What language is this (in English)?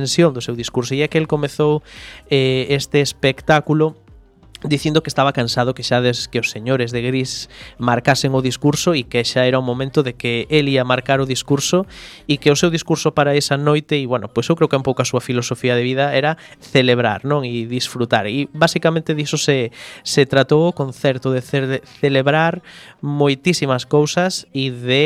Galician